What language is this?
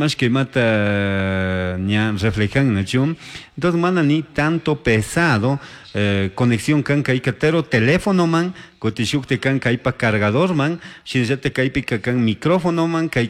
Chimborazo Highland Quichua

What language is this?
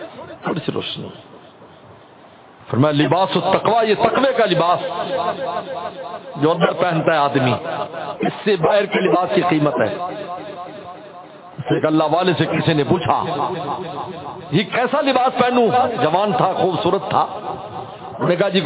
Urdu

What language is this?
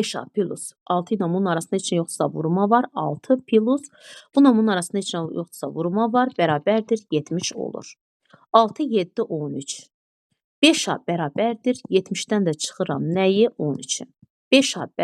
Azerbaijani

